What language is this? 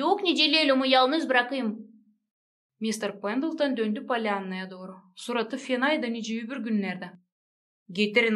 Gagauz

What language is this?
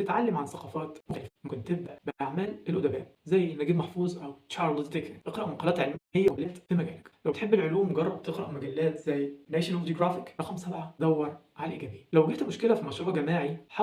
Egyptian Arabic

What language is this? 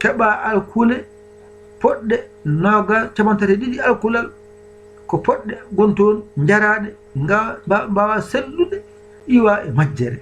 Fula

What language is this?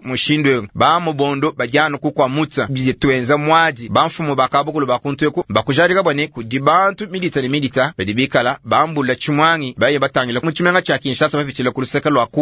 Luba-Lulua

